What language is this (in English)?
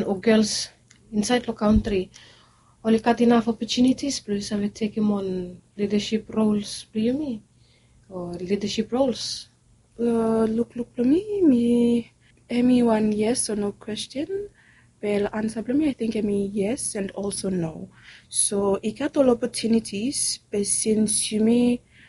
Bislama